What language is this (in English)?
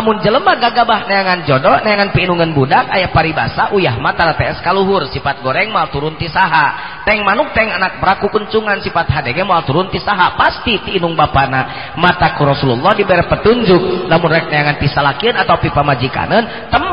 Sundanese